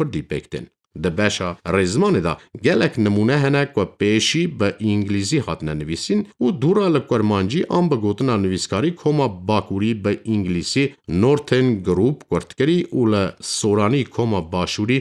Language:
Kurdish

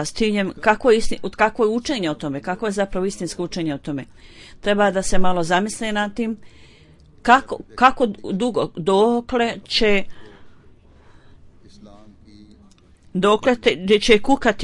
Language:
Bosnian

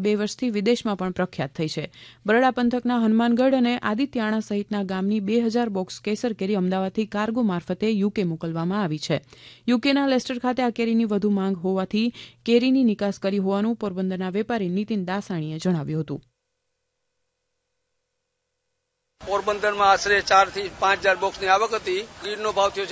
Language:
Gujarati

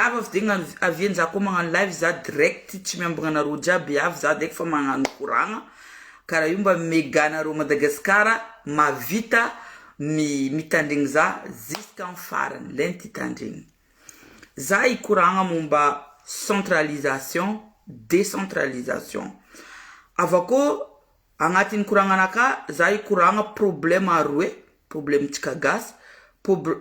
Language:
Malagasy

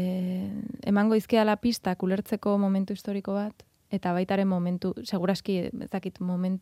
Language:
Basque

